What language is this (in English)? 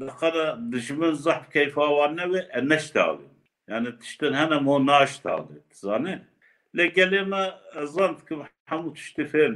Kurdish